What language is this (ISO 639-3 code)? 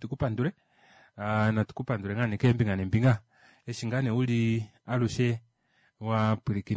kua